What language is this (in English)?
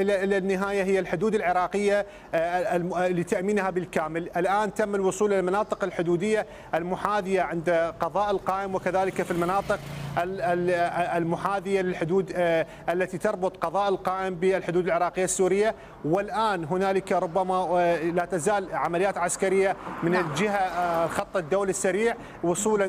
Mesopotamian Arabic